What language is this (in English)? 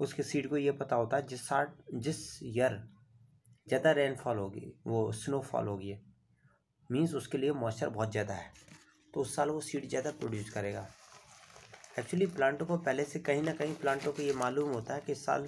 Hindi